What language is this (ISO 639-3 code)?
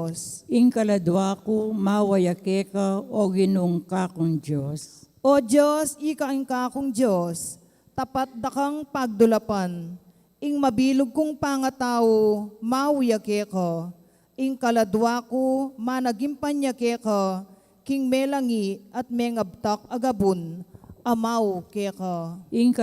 pam